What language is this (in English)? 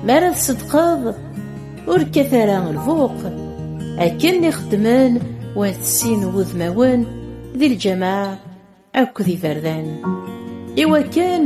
Kabyle